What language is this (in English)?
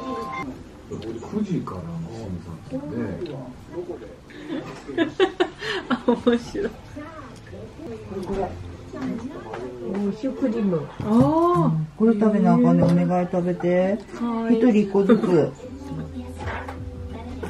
Japanese